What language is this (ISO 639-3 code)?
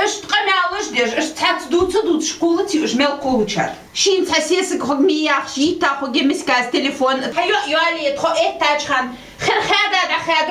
inh